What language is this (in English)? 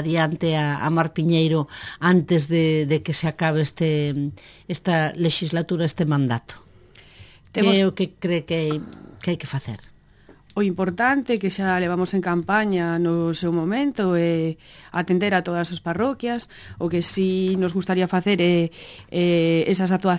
Galician